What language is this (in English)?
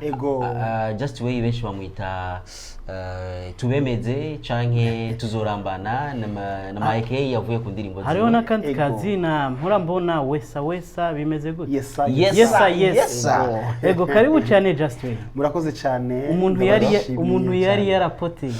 Rundi